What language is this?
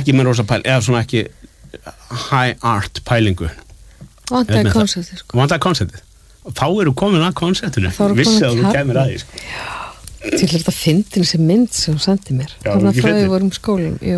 Icelandic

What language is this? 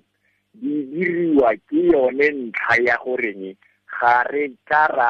Tswana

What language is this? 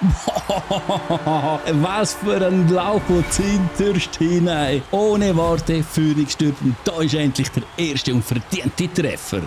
Swiss German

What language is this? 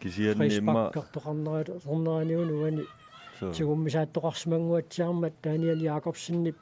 Kalaallisut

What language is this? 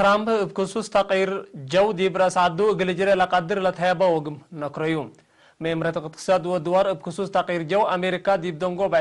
Tigre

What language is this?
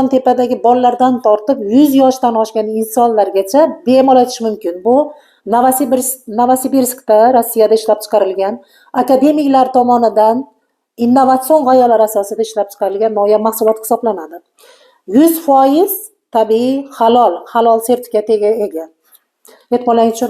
Uzbek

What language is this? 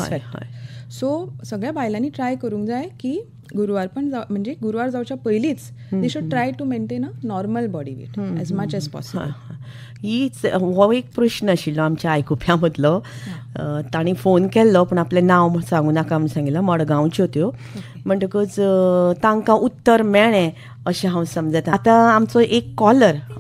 Konkani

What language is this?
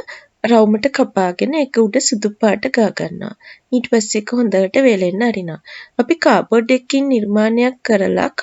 Sinhala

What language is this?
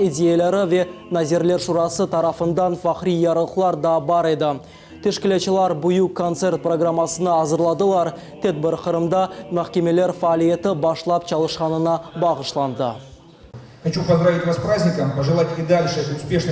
Crimean Tatar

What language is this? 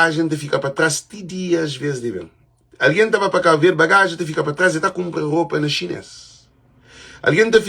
Kabuverdianu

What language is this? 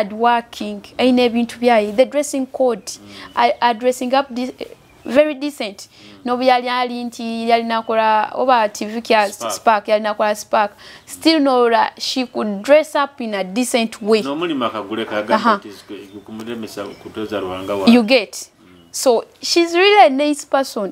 Nyoro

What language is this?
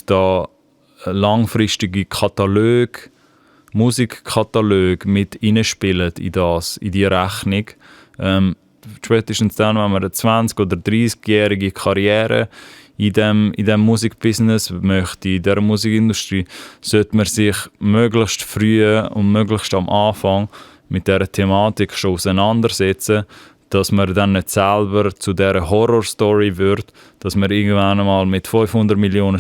Swiss German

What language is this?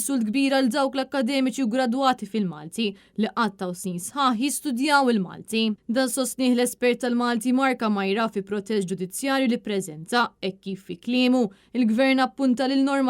Maltese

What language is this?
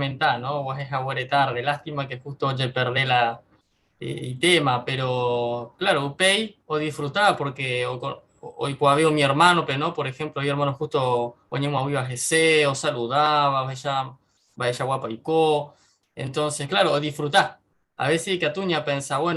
Guarani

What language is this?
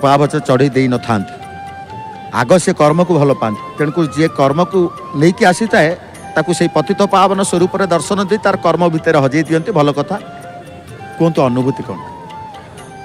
Odia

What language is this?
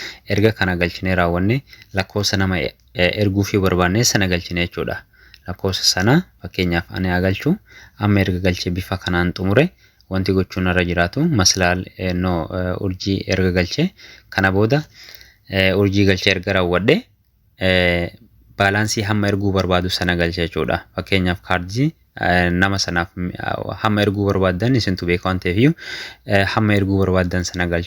Oromo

